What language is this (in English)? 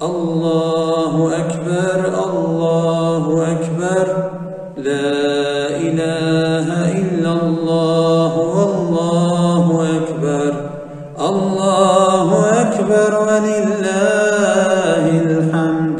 Kurdish